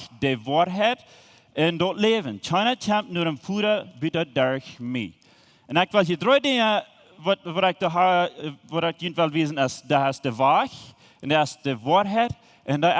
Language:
Plautdietsch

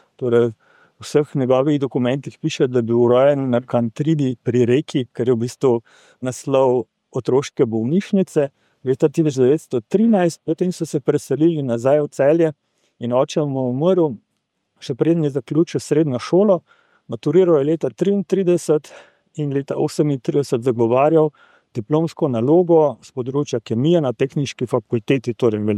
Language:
Slovenian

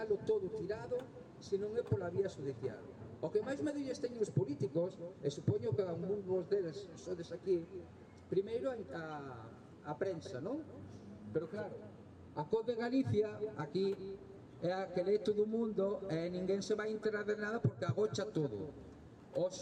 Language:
Galician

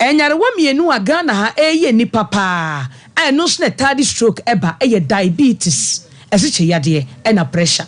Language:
Akan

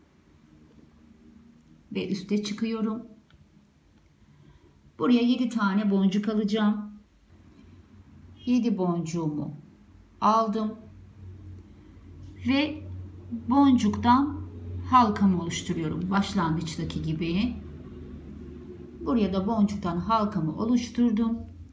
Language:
Turkish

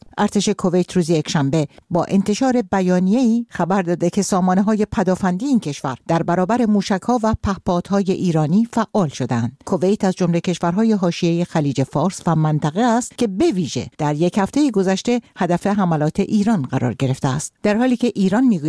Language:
Persian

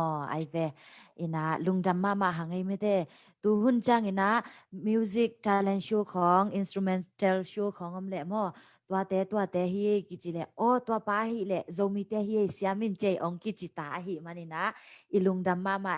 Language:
Tedim Chin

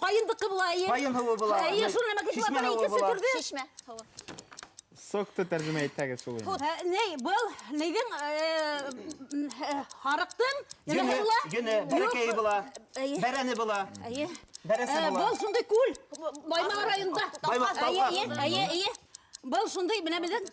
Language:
Bashkir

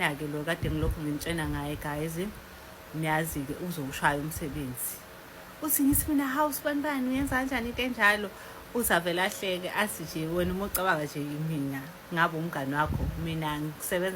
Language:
Zulu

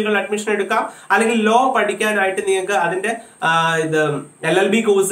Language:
Malayalam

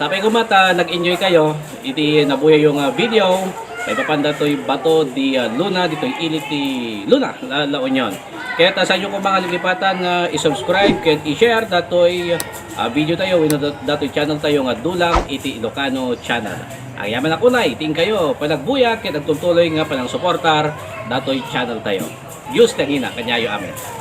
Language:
Iloko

